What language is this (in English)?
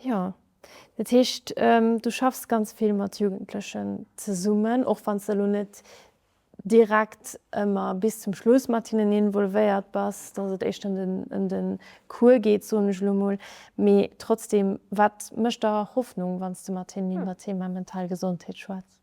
Luxembourgish